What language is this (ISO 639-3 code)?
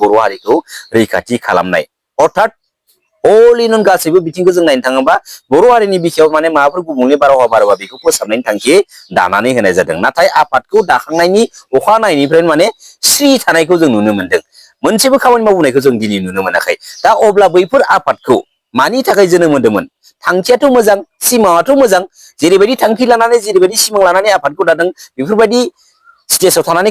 brx